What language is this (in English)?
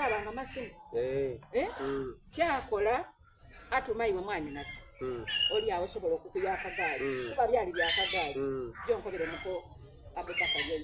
Soga